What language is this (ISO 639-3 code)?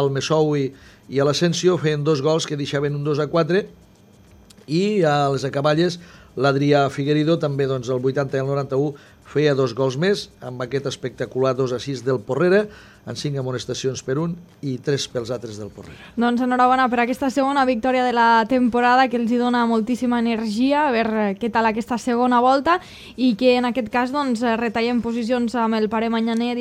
cat